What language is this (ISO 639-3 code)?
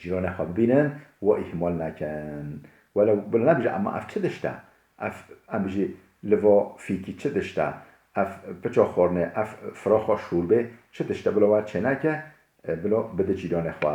kur